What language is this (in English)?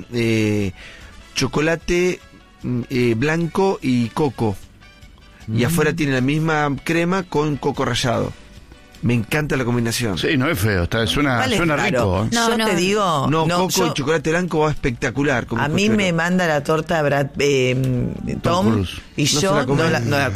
Spanish